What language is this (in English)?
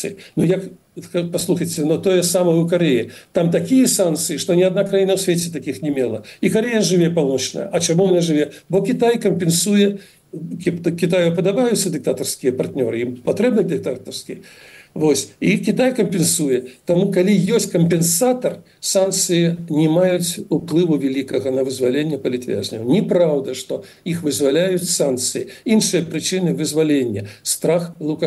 Belarusian